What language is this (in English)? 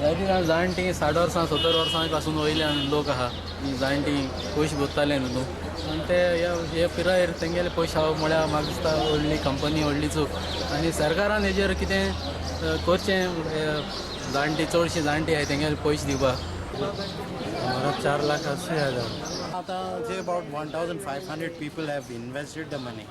Konkani